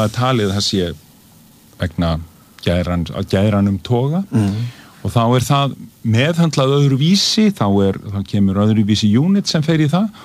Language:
Icelandic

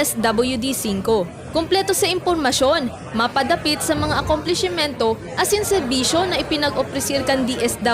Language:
Bikol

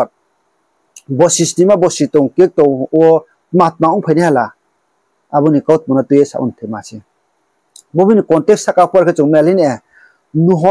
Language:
Riang (India)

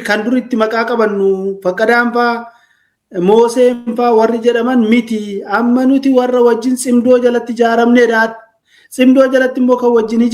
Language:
Oromo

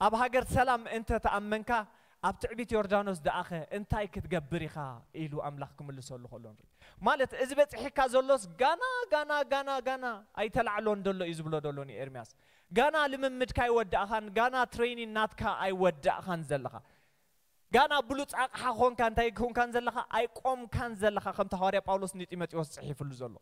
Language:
Tigrinya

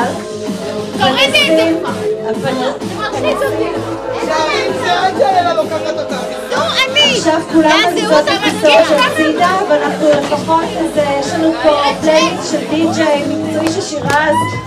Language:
Hebrew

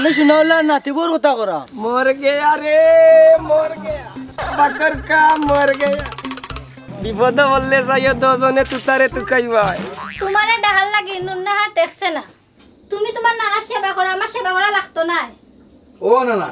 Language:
Sylheti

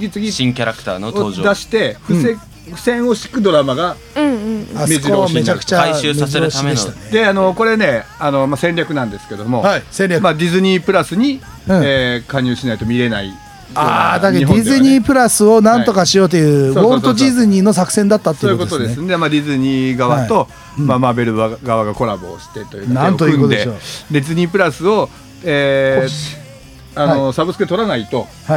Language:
Japanese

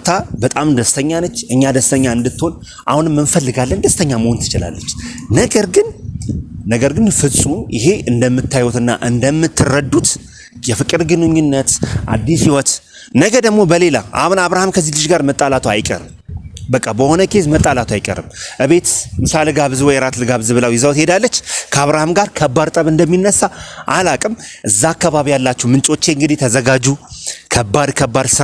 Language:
Amharic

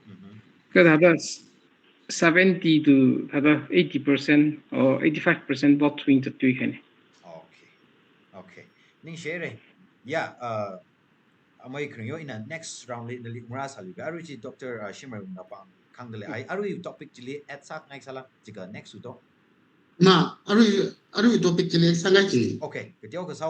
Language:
Tangkhul Naga (India)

